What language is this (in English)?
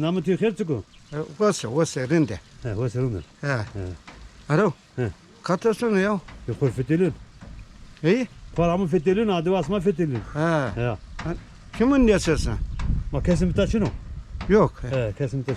Zaza